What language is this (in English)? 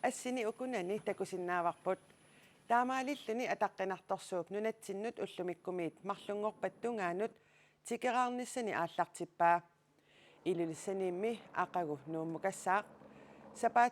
Kalaallisut